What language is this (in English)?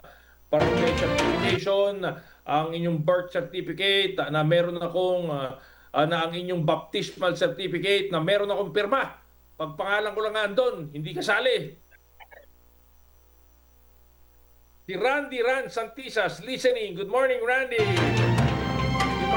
Filipino